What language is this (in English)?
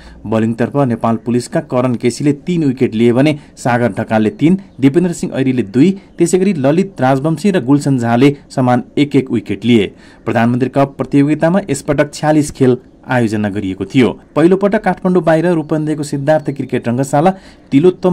Nepali